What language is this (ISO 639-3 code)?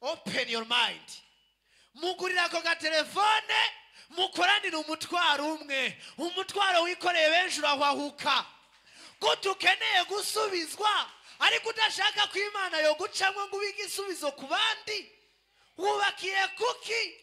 run